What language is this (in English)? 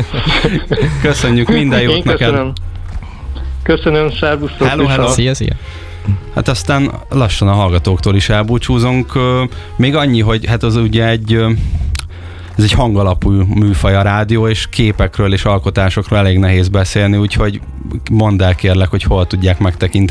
Hungarian